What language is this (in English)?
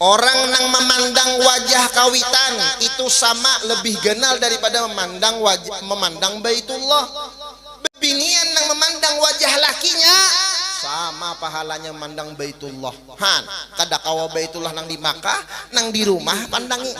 Banjar